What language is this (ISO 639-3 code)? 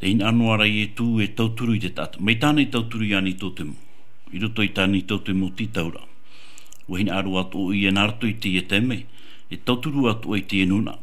tah